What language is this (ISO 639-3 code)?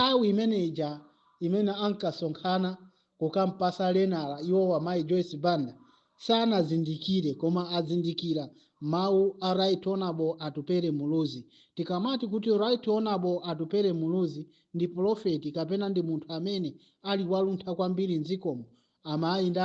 nya